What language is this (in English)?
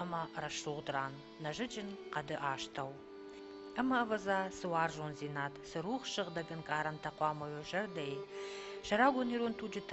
Ossetic